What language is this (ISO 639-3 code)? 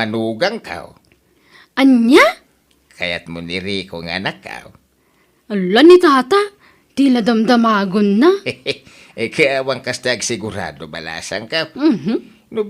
ilo